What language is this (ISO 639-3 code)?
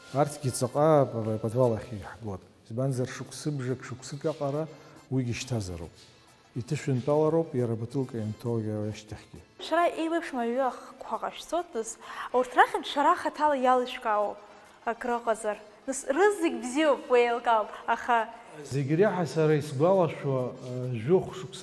abk